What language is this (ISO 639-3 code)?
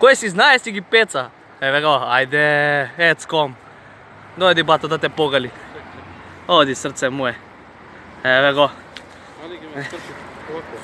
mkd